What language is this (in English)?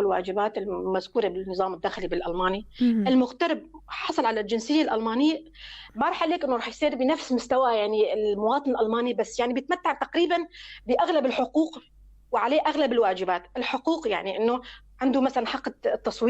North Levantine Arabic